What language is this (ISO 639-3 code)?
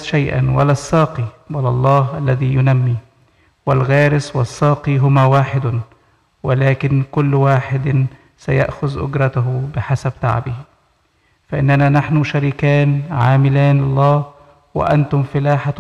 ara